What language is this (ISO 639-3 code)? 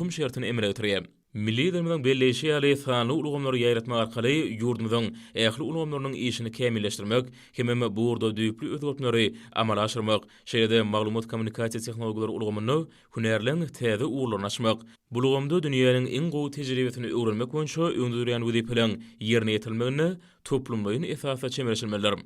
tuk